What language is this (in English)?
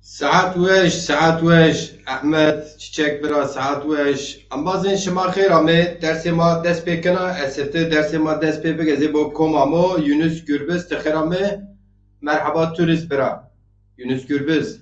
Zaza